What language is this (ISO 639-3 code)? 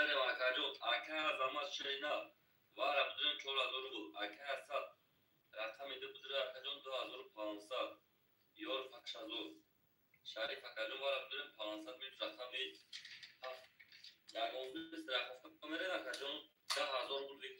tgk